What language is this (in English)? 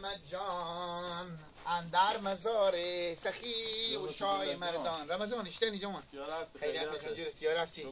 Hazaragi